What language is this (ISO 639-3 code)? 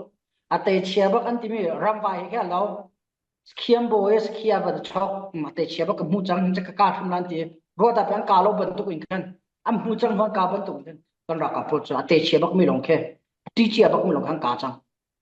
cfm